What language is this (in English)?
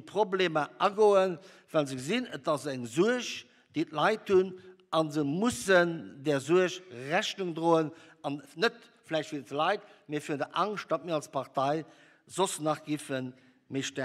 Luxembourgish